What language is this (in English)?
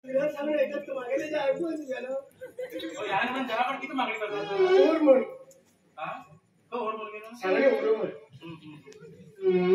Konkani